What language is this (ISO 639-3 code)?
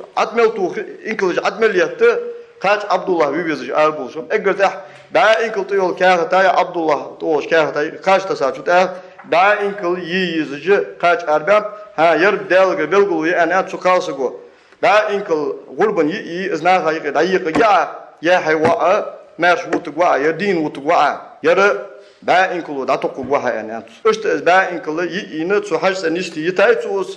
inh